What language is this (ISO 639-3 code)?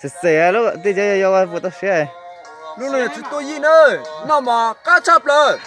hmn